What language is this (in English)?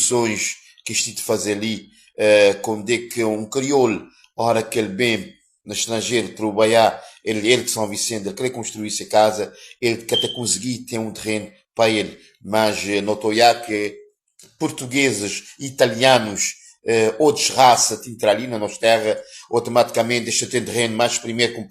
Kabuverdianu